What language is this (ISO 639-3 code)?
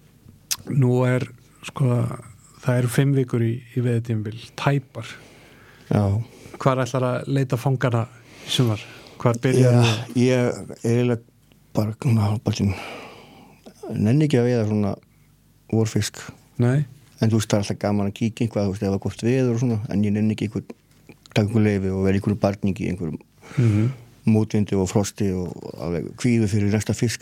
isl